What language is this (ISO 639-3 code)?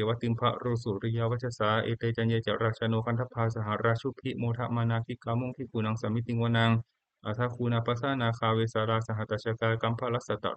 pli